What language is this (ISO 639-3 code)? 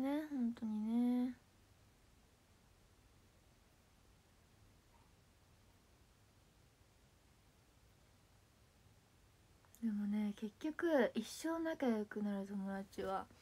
jpn